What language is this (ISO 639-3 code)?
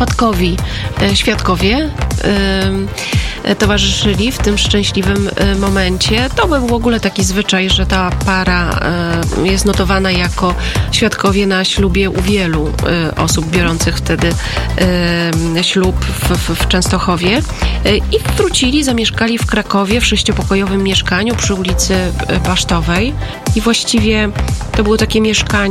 pol